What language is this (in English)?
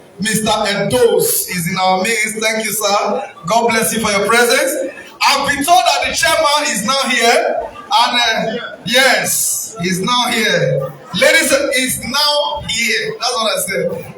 Nigerian Pidgin